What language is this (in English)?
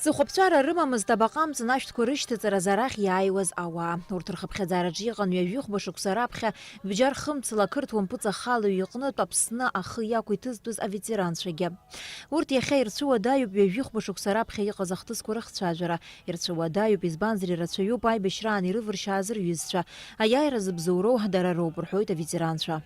Abkhazian